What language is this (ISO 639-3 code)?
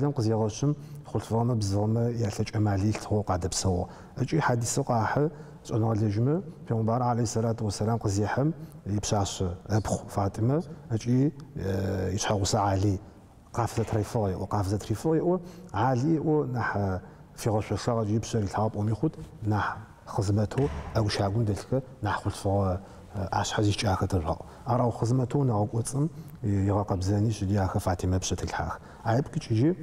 ady